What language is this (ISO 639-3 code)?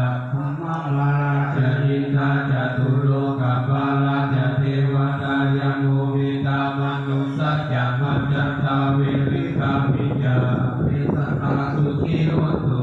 pli